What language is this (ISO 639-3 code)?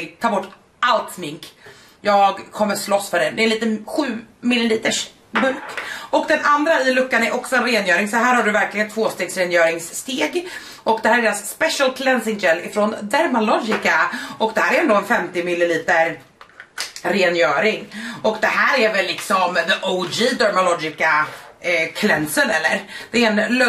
swe